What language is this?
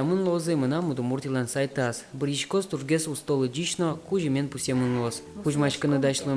Udmurt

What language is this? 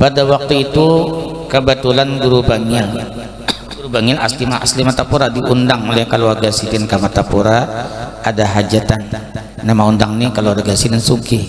Banjar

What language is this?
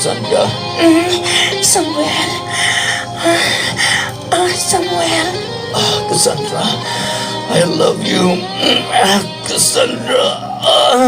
Cebuano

